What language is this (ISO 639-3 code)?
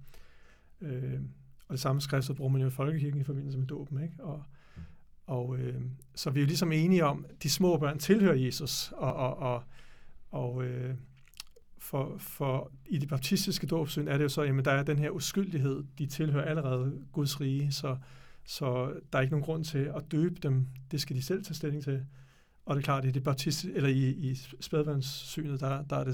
dan